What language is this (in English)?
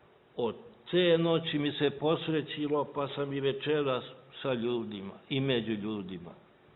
Serbian